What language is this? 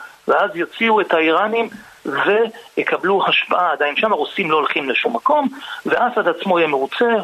Hebrew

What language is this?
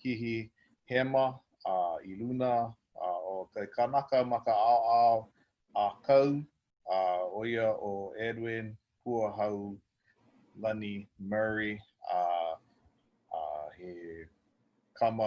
Hawaiian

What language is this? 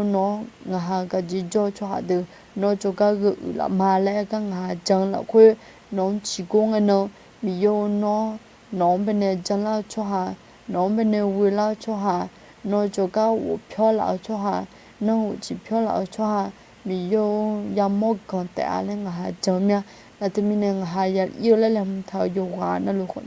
Akha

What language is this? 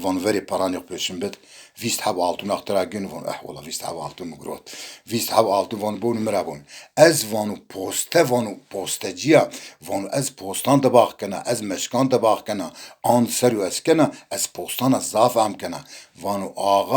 Zaza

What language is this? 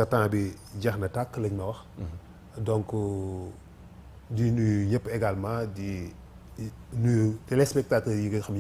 Wolof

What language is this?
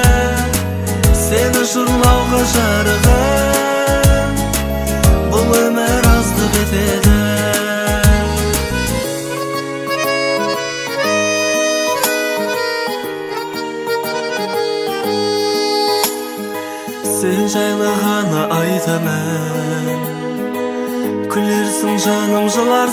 Kazakh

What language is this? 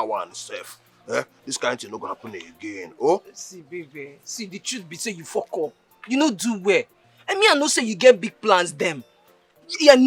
Nigerian Pidgin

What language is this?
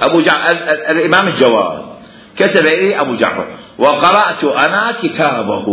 Mesopotamian Arabic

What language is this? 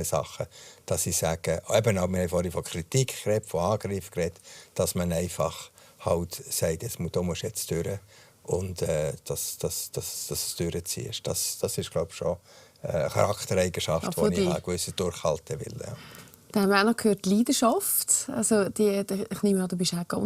Swiss German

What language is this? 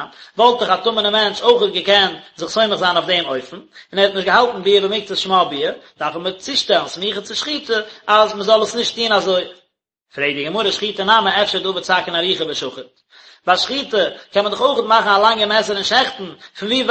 Yiddish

